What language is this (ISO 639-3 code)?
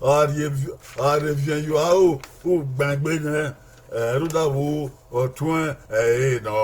bin